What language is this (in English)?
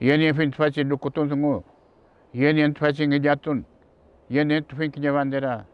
Mapuche